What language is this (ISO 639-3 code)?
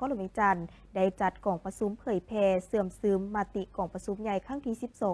lao